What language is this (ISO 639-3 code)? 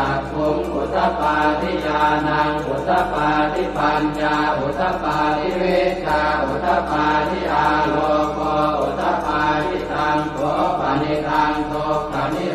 pli